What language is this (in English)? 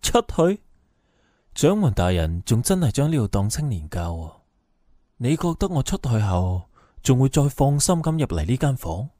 Cantonese